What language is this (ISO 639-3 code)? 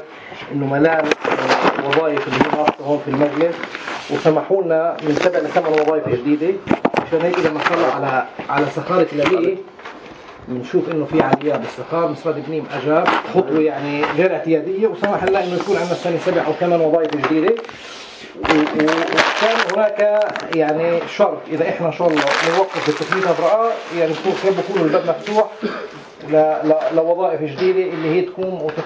apc